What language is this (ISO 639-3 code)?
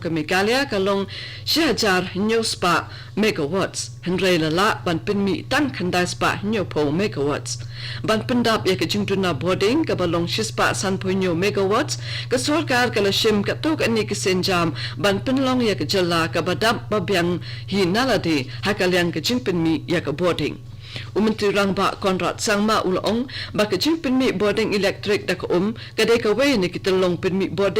kha